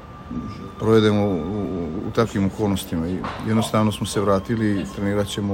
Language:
Serbian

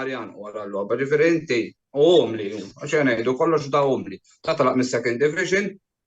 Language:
Maltese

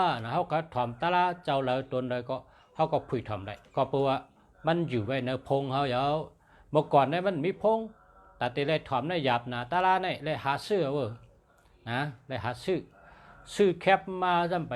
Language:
Shan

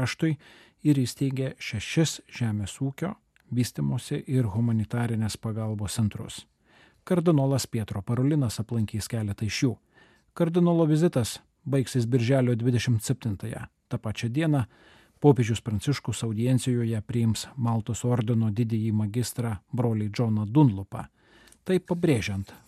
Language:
Lithuanian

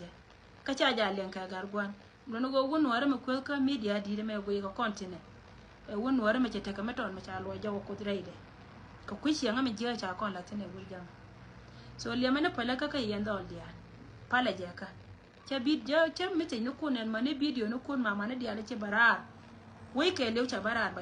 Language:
Nuer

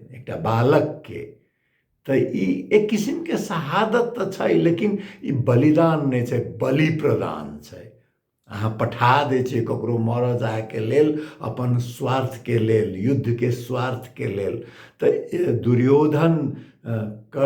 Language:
Maithili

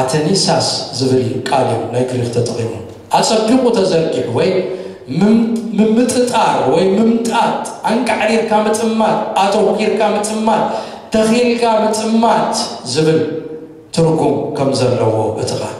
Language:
Tigrinya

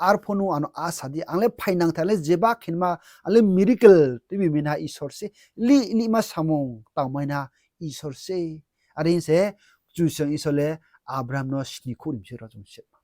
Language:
Riang (India)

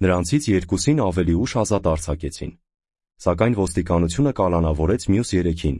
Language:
Armenian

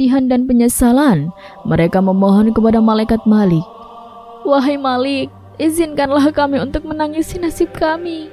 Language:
Indonesian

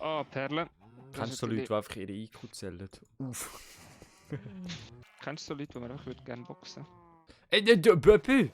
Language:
Swiss German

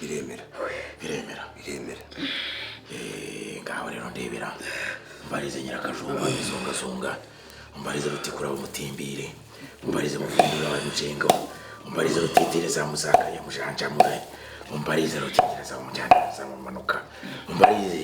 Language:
Kinyarwanda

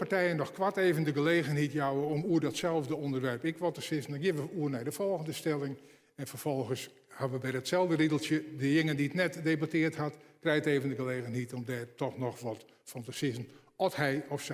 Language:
Western Frisian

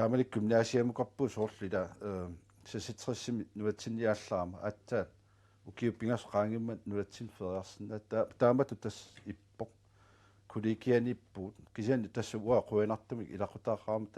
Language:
Kalaallisut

